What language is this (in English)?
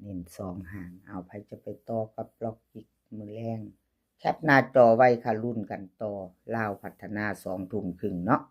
Lao